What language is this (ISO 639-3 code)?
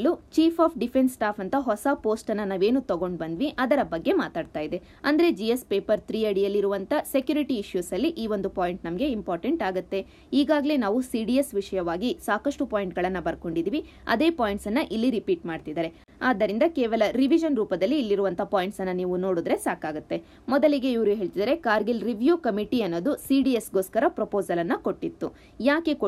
kan